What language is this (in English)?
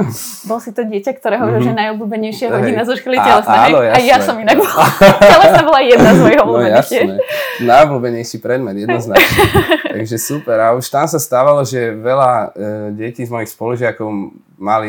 Slovak